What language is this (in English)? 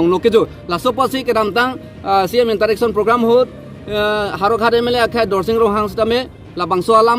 Karbi